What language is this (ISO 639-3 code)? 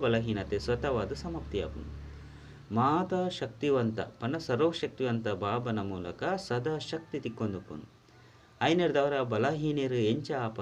tcy